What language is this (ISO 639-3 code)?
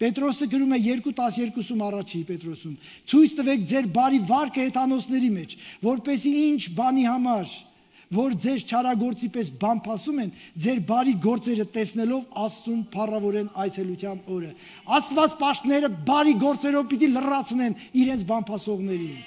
hye